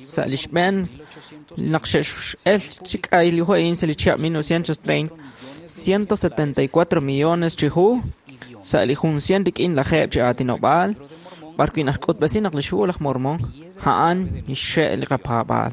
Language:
Kekchí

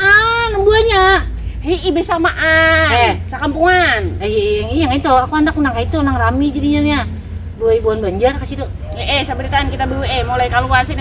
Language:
Banjar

